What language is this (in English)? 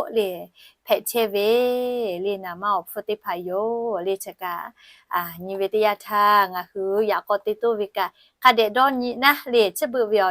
Lahu